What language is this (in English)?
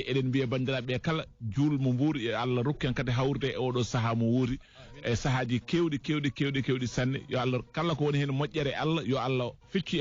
Fula